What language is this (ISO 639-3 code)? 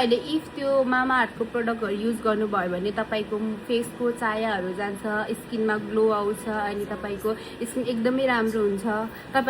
nep